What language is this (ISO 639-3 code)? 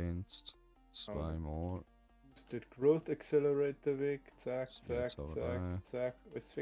bar